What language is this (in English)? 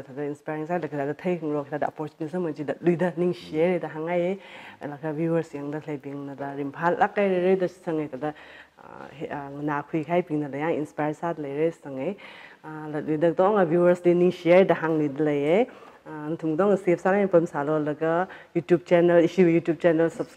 Tangkhul Naga (India)